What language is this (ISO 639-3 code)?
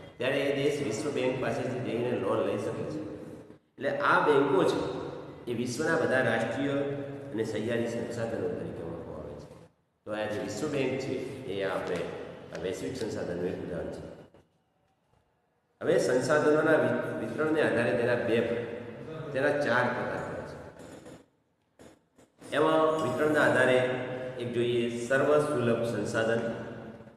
guj